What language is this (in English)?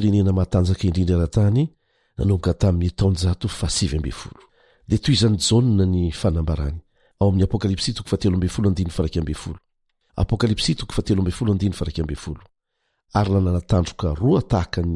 Malagasy